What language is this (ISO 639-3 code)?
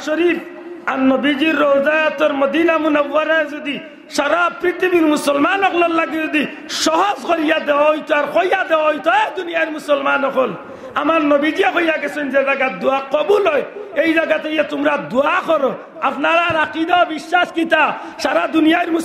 syl